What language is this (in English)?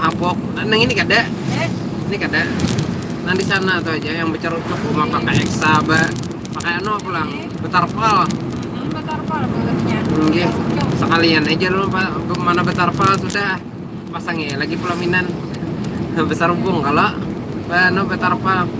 Banjar